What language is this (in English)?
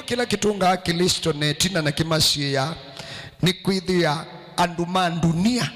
Kamba